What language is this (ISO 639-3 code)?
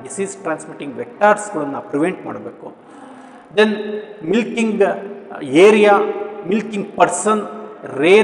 kan